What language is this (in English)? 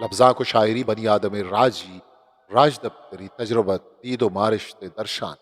Eastern Balochi